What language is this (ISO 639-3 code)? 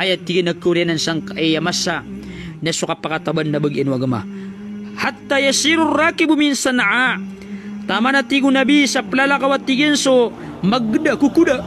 mrw